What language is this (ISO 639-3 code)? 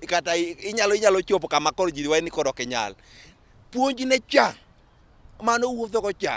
luo